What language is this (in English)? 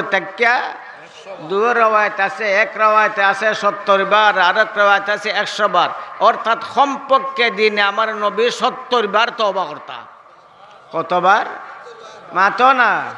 Sylheti